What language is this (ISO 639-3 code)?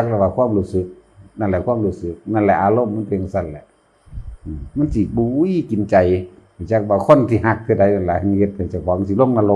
tts